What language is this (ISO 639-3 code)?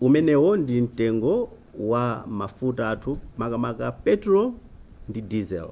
nya